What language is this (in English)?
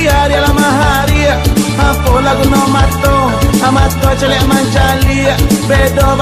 Minangkabau